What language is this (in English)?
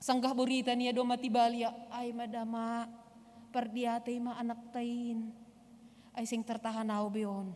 Batak Simalungun